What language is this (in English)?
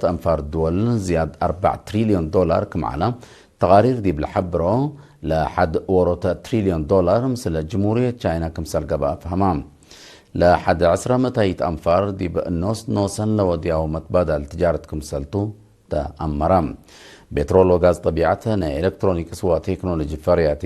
Tigre